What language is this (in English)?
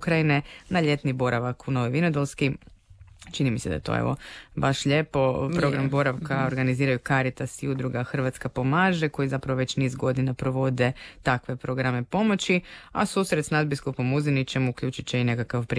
Croatian